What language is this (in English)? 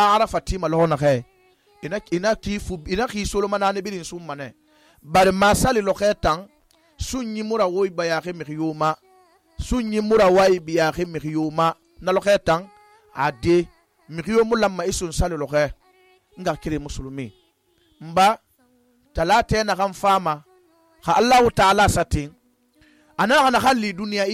Susu